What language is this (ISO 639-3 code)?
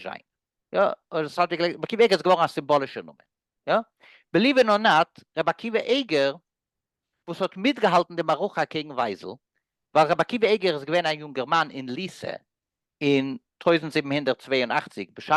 yid